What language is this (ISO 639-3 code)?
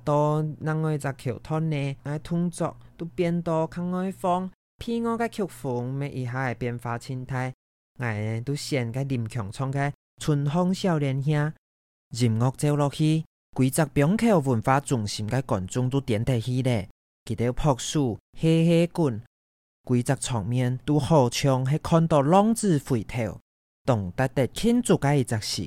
hak